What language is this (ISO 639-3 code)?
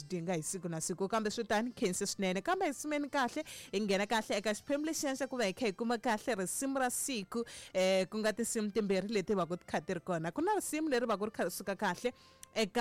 tso